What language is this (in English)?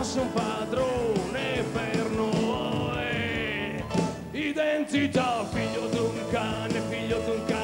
Italian